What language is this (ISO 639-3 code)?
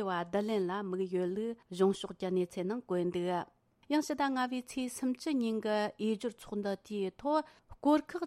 bod